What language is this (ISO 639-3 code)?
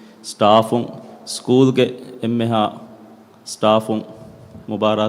div